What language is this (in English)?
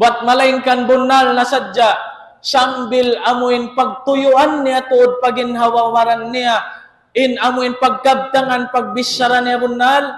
Tausug